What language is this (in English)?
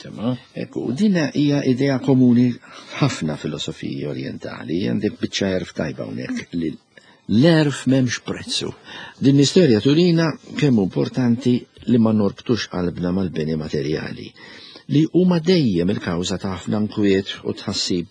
Maltese